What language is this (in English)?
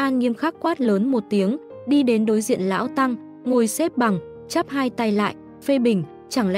Vietnamese